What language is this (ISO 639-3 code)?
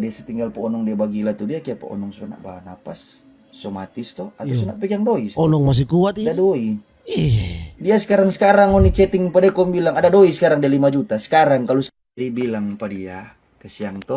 xmm